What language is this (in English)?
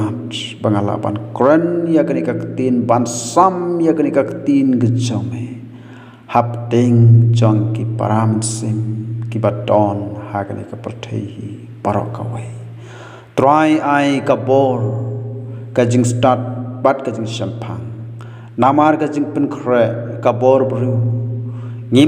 Khasi